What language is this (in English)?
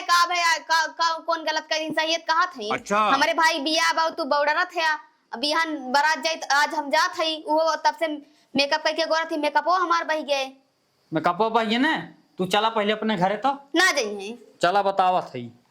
Awadhi